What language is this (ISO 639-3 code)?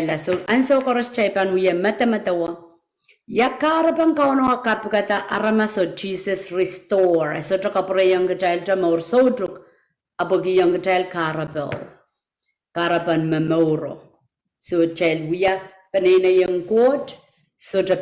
pon